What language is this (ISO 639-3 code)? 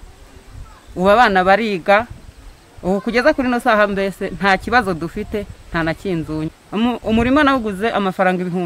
kin